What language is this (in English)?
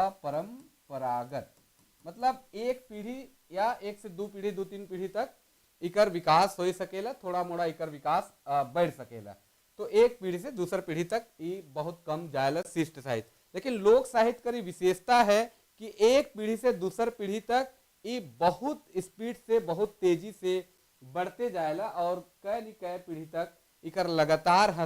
Sadri